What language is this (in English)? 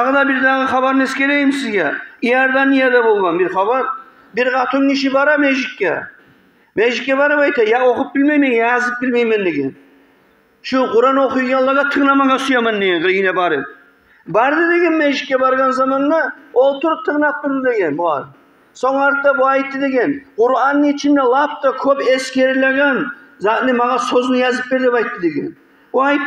Kumyk